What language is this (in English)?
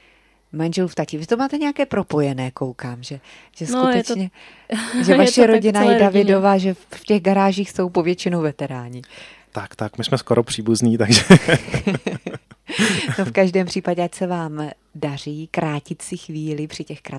Czech